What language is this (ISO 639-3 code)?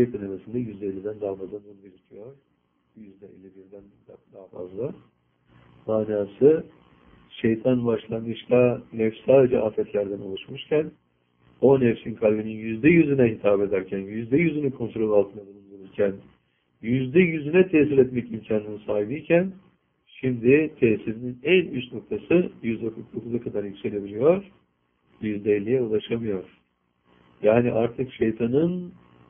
tur